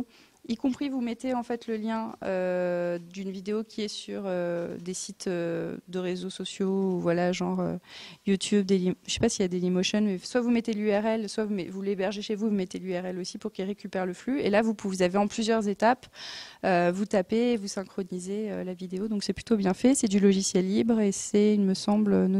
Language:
French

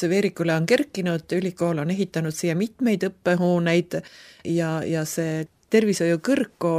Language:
Estonian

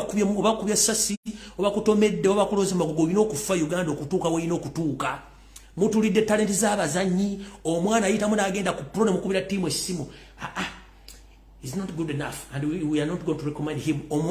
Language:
Ganda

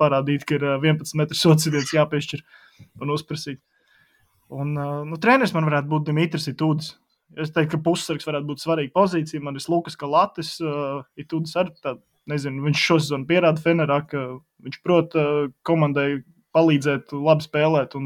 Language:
Latvian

